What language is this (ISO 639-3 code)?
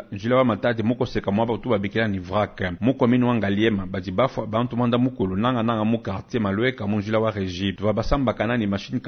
lua